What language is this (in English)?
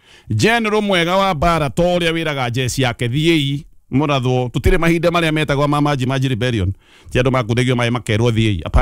Kikuyu